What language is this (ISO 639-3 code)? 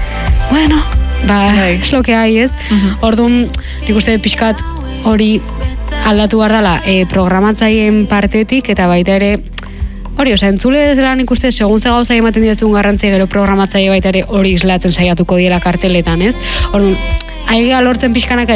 eus